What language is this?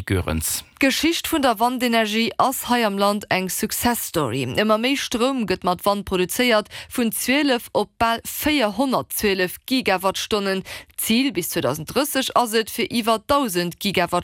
Luxembourgish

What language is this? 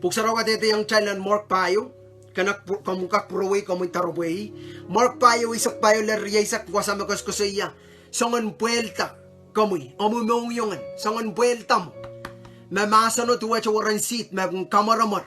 Pohnpeian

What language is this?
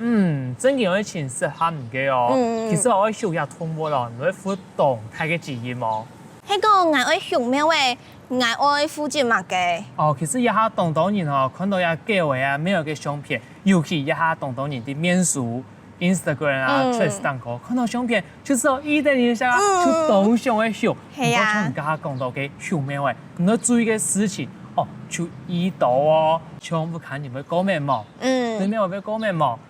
Hakka Chinese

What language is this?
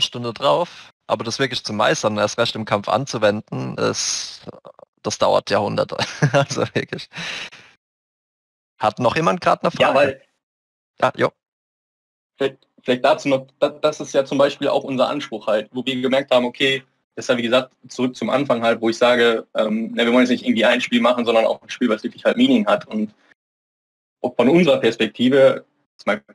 German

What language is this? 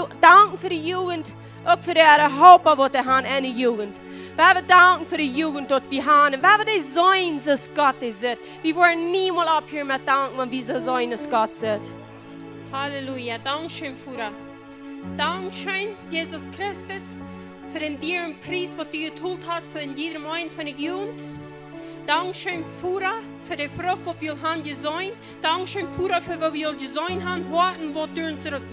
Plautdietsch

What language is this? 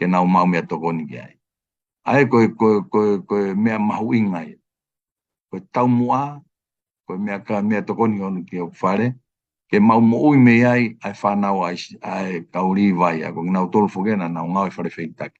Tongan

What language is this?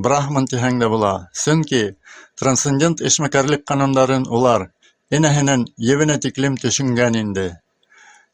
Bashkir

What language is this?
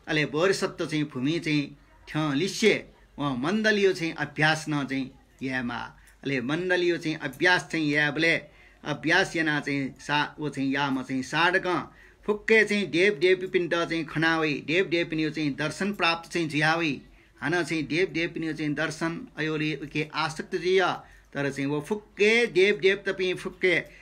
Newari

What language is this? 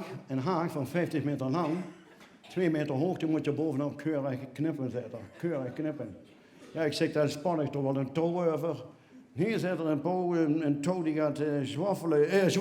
Limburgish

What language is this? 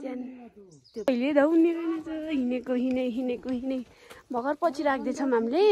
Nepali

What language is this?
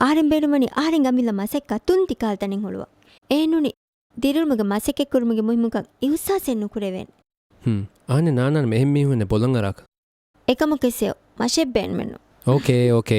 Divehi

